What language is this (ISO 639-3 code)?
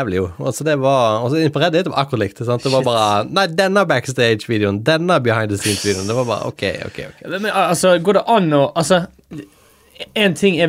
nor